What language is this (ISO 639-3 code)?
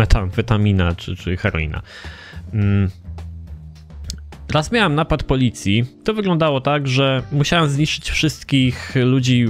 pol